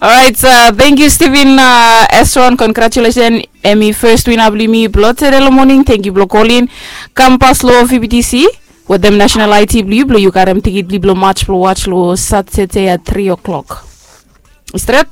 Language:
Bislama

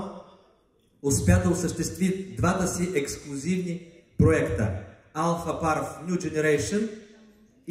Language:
Bulgarian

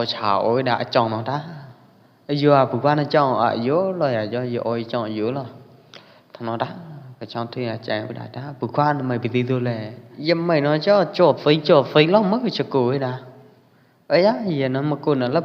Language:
Pwo Eastern Karen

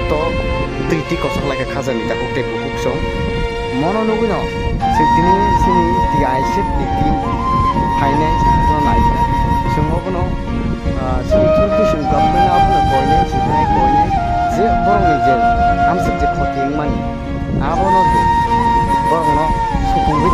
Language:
Kok Borok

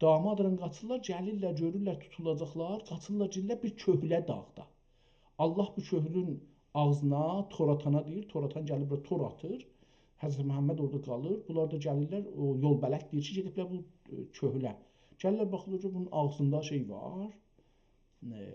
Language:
South Azerbaijani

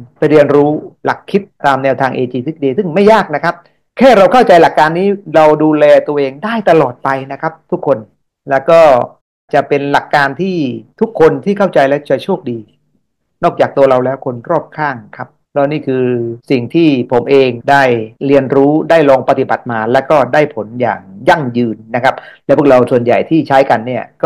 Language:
Thai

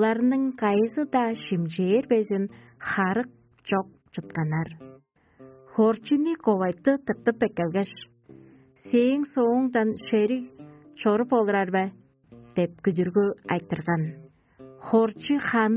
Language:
Tuvinian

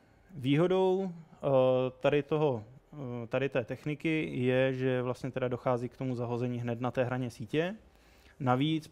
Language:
Czech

